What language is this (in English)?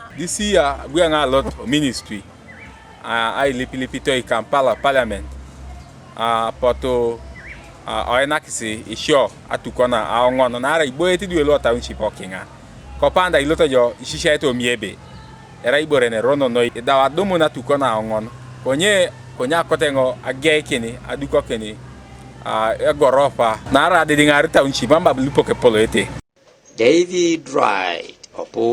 Teso